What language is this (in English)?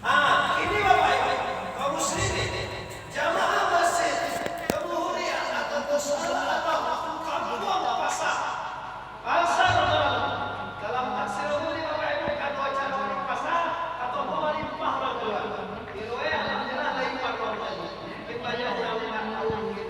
Minangkabau